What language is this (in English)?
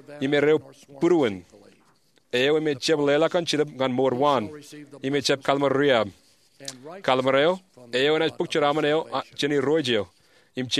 Marshallese